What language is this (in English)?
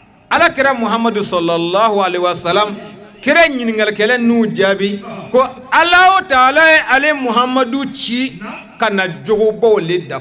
Bambara